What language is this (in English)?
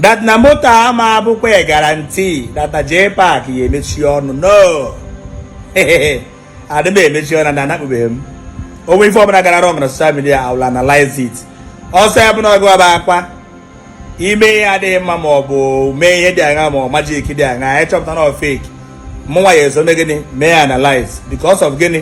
Igbo